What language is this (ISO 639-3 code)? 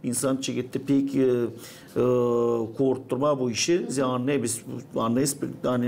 gag